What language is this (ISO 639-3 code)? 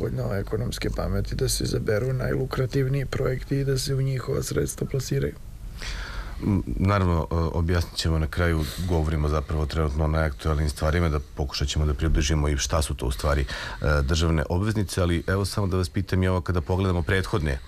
srp